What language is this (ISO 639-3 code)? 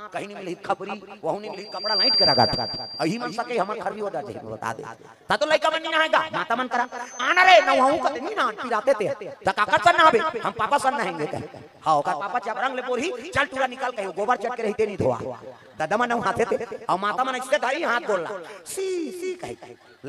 hne